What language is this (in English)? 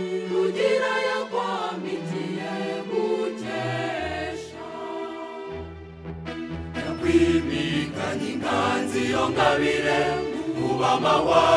Kinyarwanda